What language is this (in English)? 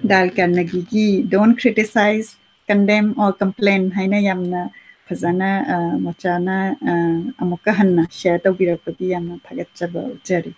Manipuri